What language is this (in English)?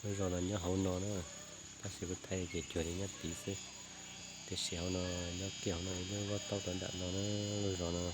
Hmong